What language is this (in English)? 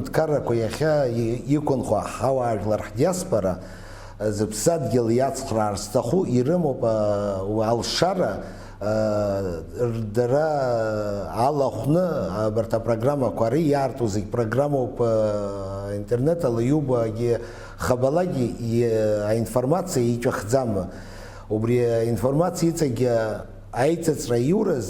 Abkhazian